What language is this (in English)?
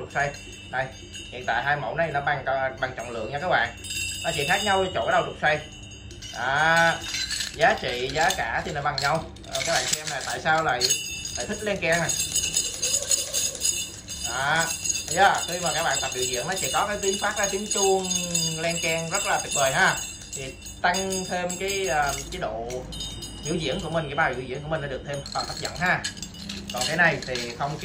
Vietnamese